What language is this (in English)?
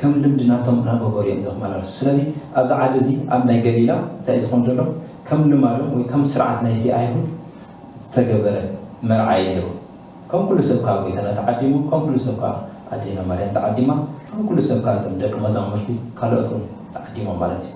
Tigrinya